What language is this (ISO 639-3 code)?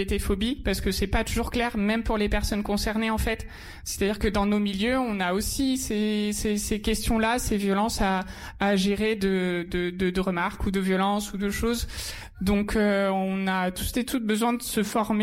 fra